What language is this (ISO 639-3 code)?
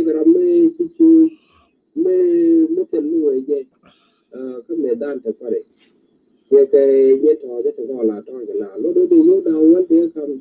nus